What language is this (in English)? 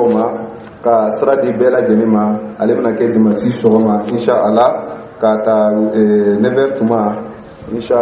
Dyula